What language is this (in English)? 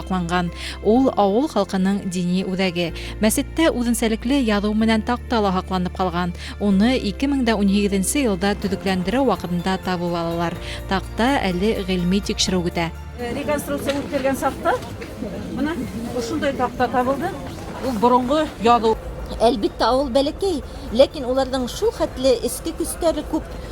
Bashkir